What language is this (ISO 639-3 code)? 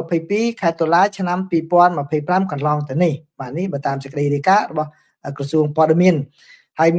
khm